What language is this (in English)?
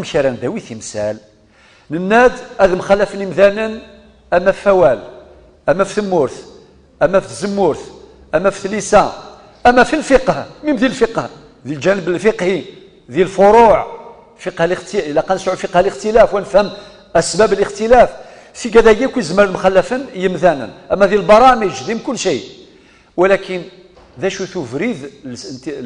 Kabyle